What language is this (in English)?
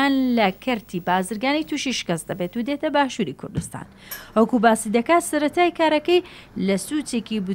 Central Kurdish